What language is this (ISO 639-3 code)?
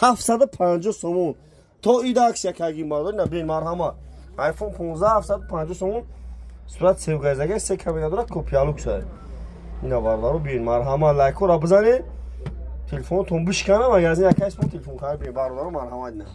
tgk